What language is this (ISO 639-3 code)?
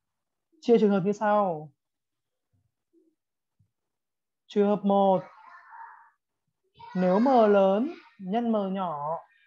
vie